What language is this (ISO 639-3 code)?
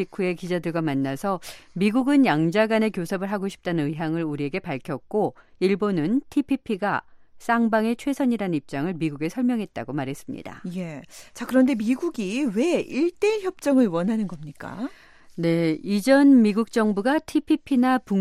kor